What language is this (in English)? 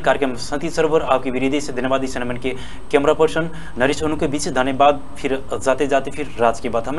Bhojpuri